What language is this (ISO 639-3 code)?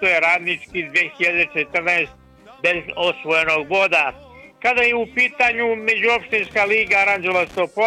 srp